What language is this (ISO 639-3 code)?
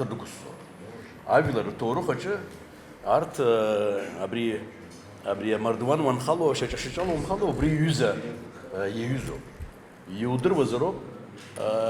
abk